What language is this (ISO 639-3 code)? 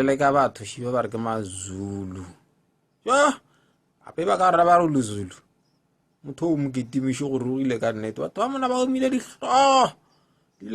nso